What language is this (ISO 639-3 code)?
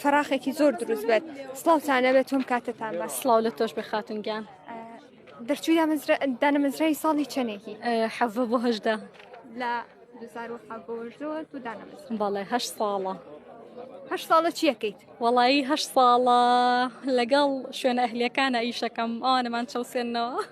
ckb